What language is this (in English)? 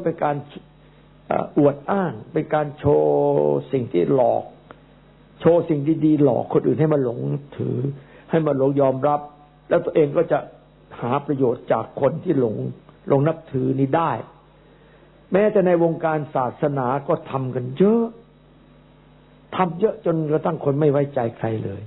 Thai